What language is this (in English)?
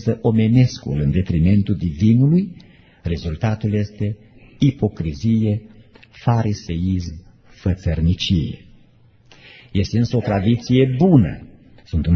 Romanian